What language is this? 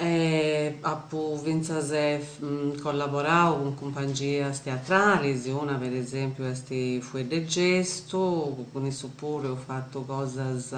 Sardinian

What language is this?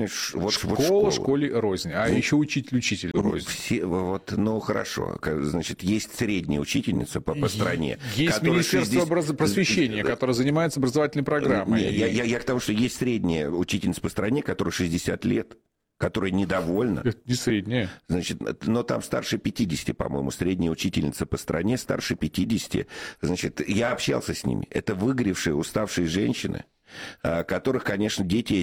Russian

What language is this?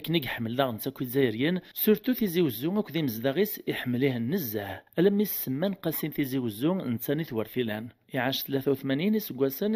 Kabyle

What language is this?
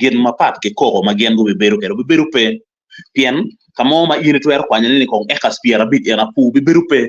Acoli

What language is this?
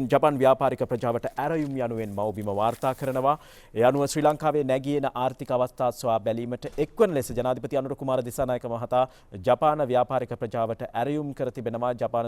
Sinhala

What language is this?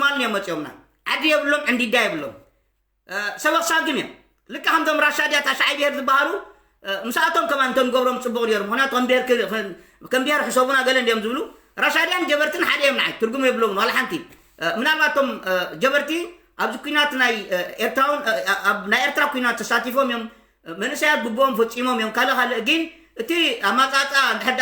Tigrinya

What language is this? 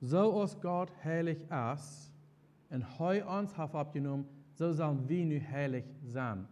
Plautdietsch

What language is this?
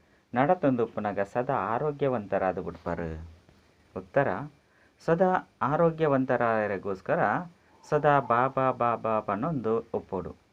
Tulu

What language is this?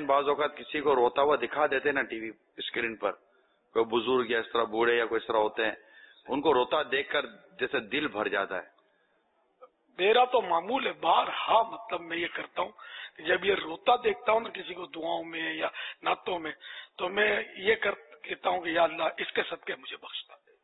Urdu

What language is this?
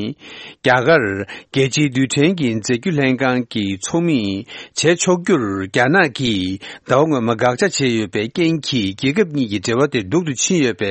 Tibetan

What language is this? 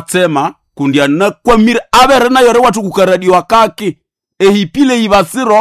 Nande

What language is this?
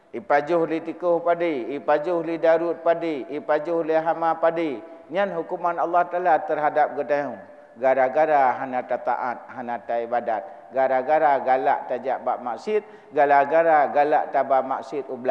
Achinese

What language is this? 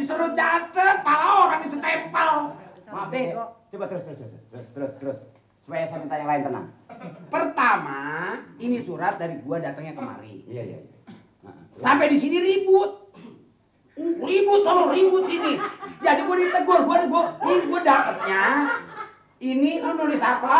Betawi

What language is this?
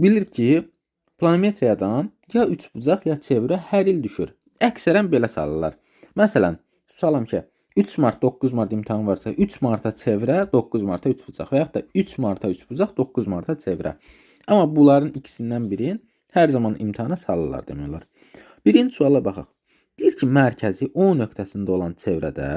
Azerbaijani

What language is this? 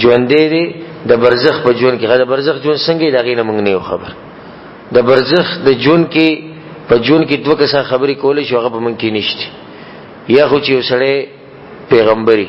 Pashto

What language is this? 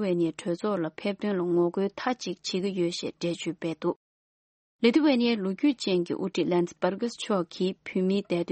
Tibetan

